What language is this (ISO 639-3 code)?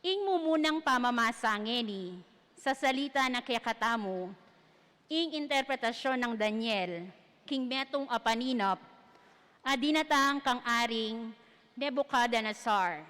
pam